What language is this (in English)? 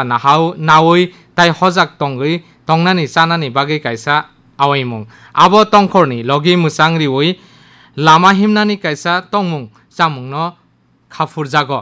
Kok Borok